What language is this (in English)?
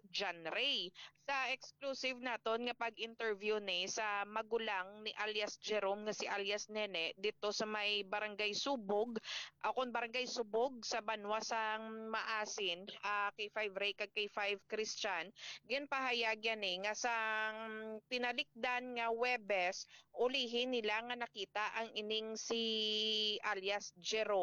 Hiligaynon